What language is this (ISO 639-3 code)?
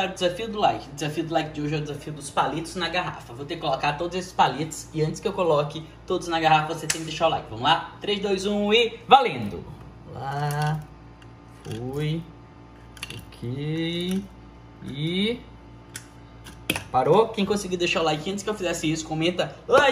por